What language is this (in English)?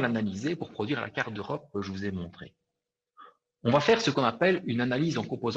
French